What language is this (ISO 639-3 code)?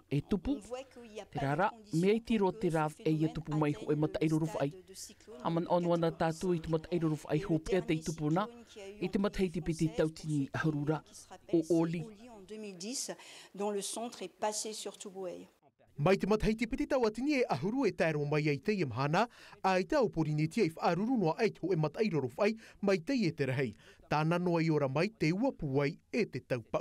tah